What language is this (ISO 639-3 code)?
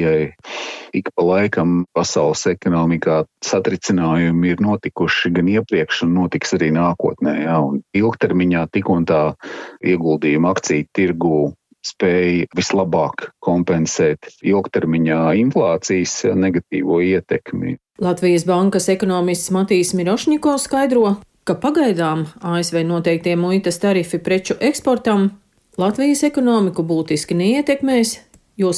lav